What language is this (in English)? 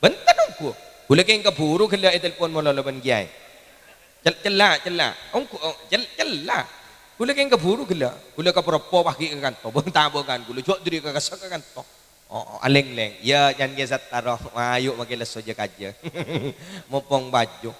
Madurese